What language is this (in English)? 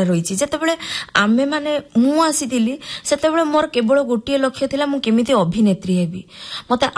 Odia